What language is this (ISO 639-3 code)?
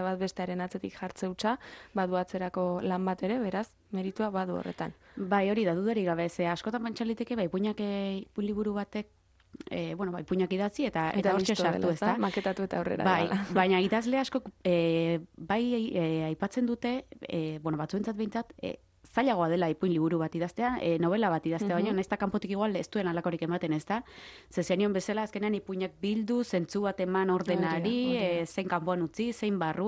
eus